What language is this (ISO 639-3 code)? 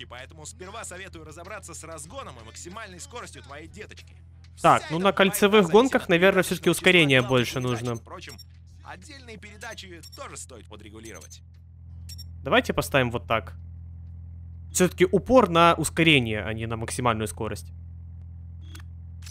rus